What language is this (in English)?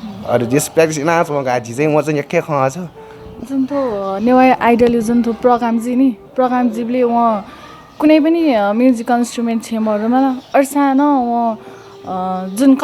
Newari